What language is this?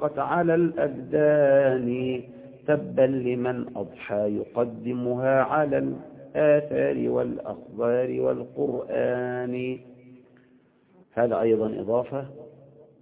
Arabic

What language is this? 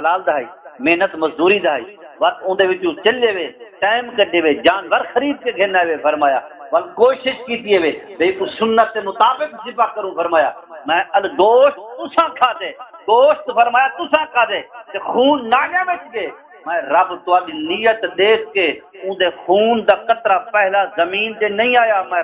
Saraiki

